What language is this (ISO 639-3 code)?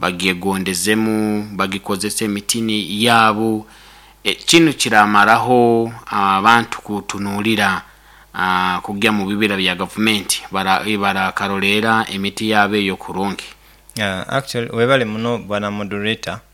nyo